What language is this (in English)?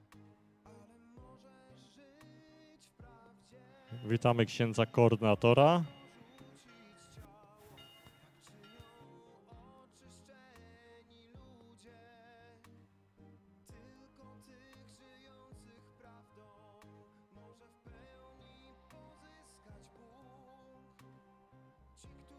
Polish